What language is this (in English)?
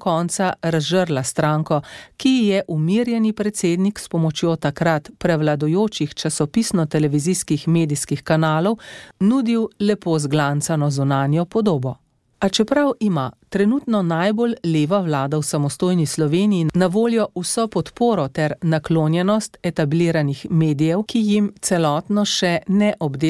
Slovenian